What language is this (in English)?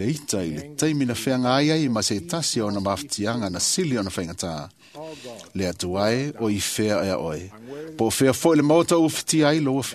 Samoan